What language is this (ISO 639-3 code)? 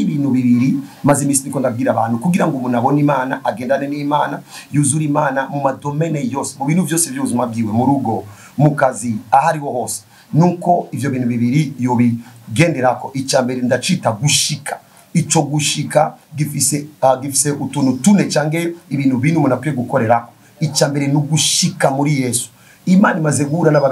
run